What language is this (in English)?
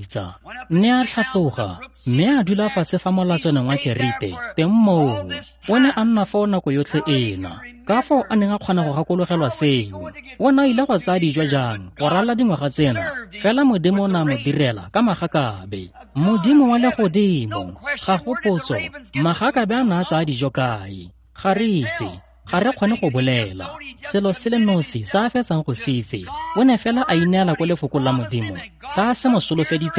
Tswana